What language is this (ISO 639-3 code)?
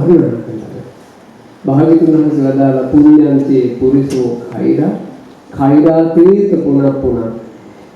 sin